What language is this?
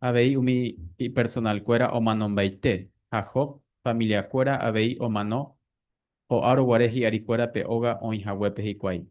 Guarani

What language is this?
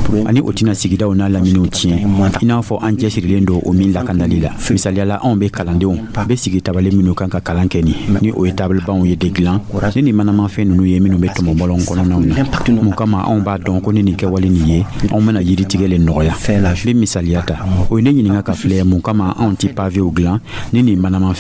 Dyula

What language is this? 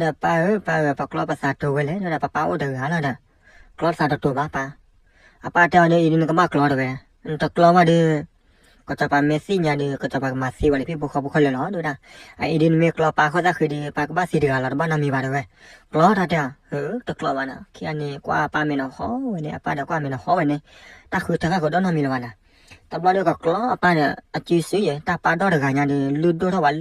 S'gaw Karen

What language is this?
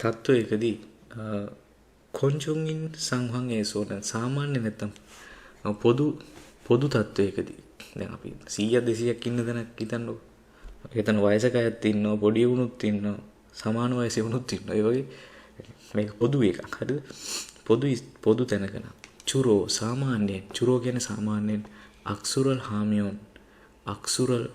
Sinhala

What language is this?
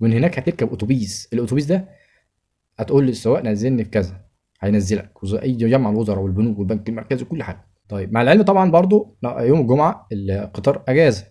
Egyptian Arabic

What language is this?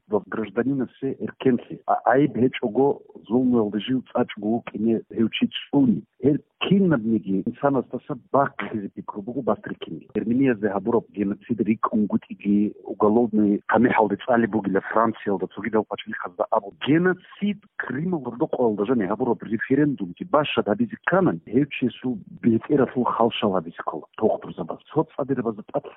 Avaric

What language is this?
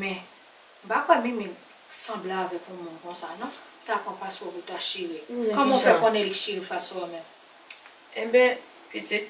Haitian Creole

